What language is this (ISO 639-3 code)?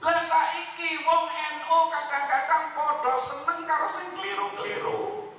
jav